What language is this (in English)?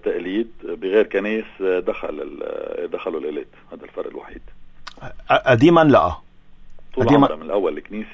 North Levantine Arabic